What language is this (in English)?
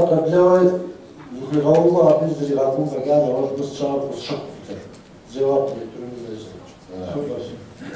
Kabardian